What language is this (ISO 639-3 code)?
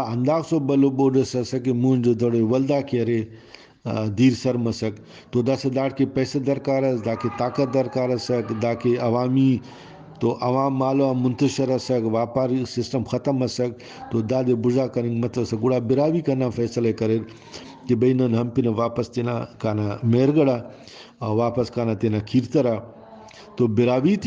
brh